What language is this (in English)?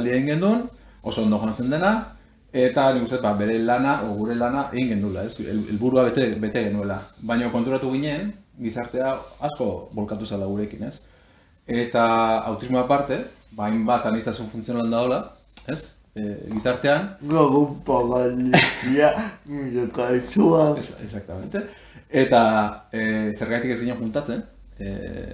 Basque